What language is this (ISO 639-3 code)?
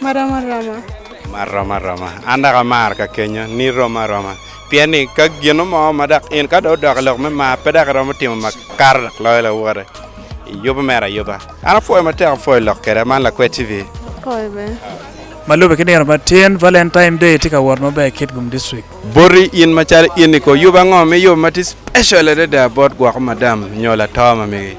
ach